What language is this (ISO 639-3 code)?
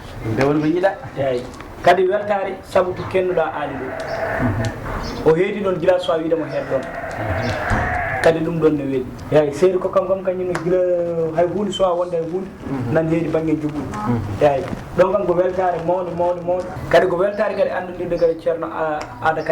ful